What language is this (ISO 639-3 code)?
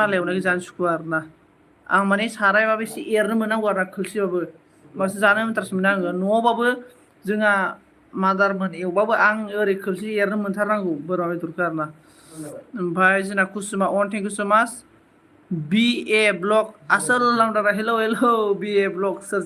brx